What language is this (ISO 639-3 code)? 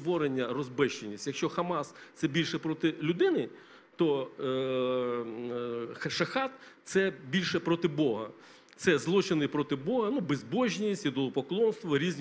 ukr